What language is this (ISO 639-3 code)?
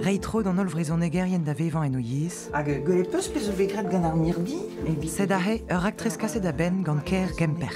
bre